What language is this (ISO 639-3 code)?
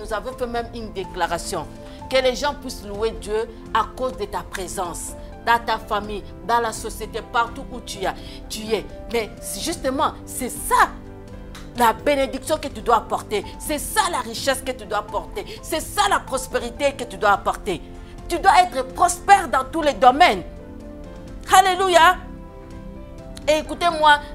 fra